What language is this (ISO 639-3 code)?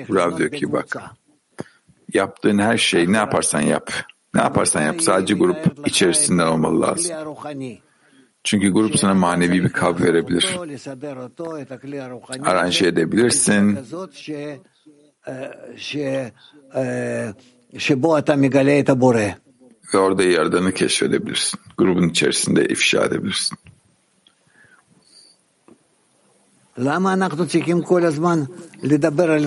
tur